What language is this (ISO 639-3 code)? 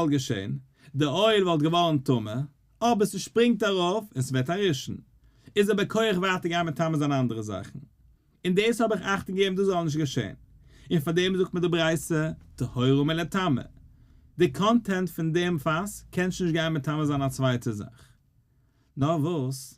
yid